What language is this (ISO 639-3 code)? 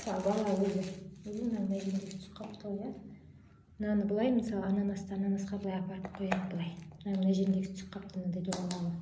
kaz